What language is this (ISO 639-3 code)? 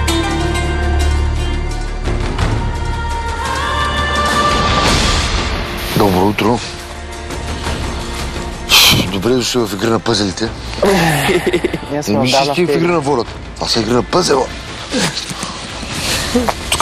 bul